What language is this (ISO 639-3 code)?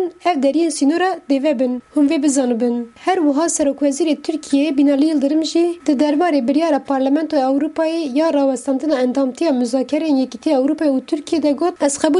kur